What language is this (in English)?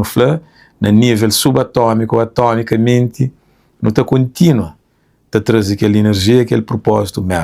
Kabuverdianu